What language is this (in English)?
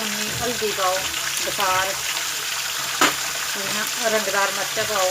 Dogri